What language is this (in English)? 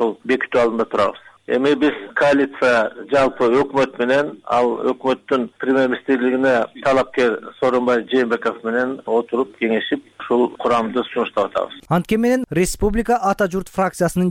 Kyrgyz